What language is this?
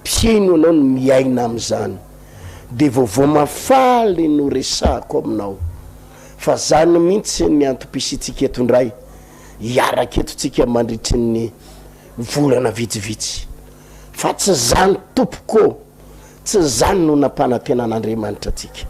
Malagasy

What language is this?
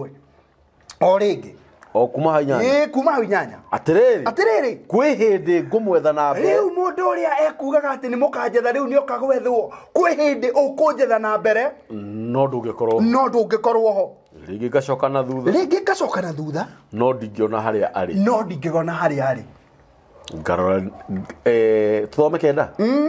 Kikuyu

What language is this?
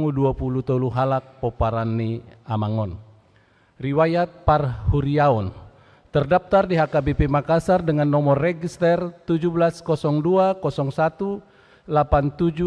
Batak Toba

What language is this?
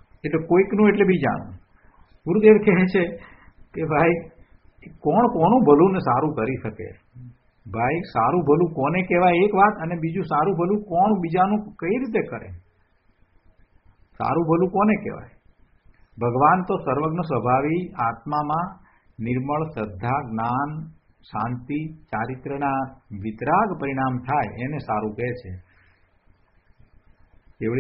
Gujarati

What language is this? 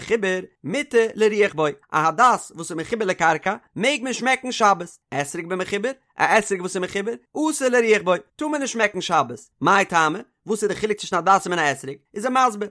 Yiddish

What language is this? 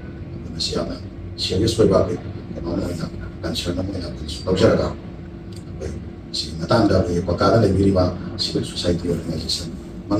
Manipuri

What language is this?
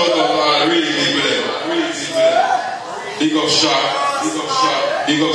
Jamaican Creole English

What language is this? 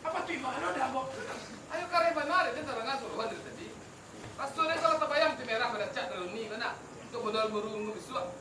Minangkabau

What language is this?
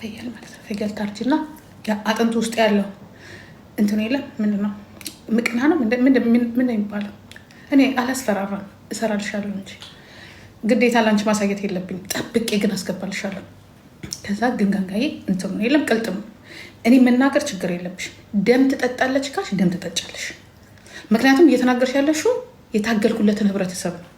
Amharic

